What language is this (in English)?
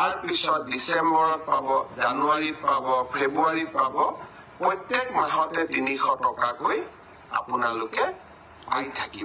Assamese